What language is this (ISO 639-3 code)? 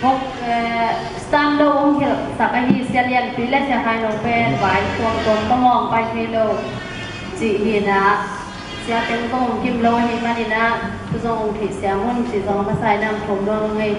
ctd